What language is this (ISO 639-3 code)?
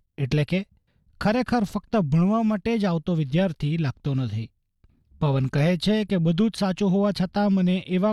guj